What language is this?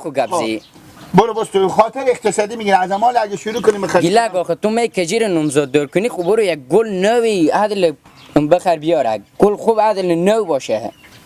Persian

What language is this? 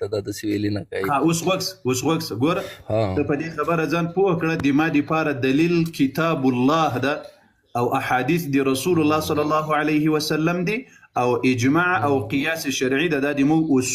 Pashto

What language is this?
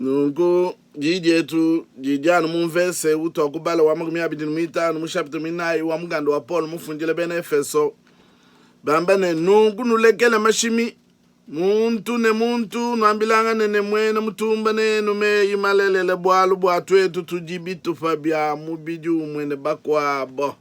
Luba-Lulua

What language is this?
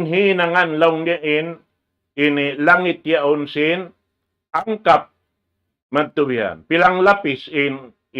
Tausug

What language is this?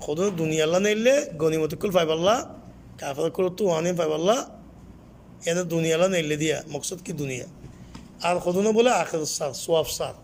Rohingya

